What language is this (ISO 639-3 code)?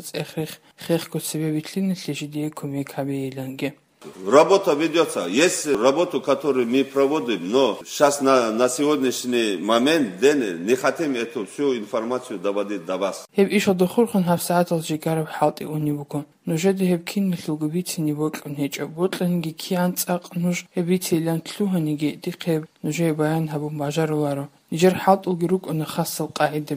ava